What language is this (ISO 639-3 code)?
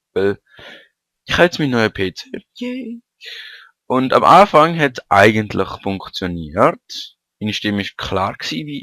gsw